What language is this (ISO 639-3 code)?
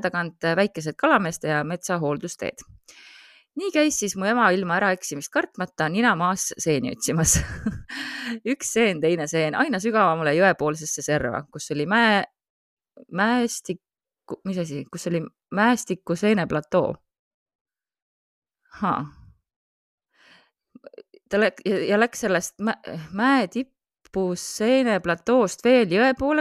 est